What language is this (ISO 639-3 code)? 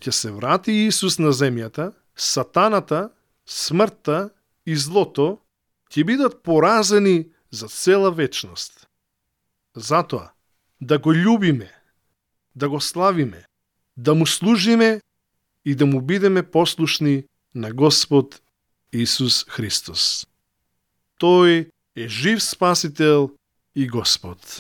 mkd